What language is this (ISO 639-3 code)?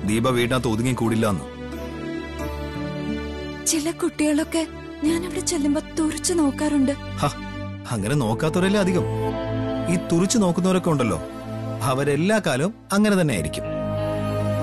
mal